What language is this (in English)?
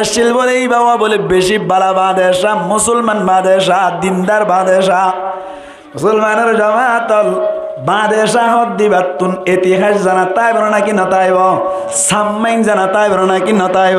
Rohingya